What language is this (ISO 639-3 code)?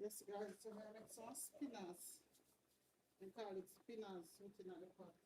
jam